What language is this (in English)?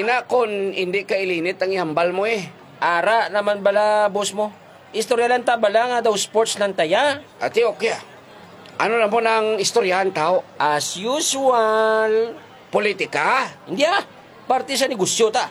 Hiligaynon